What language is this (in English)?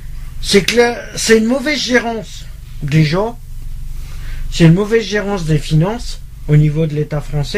French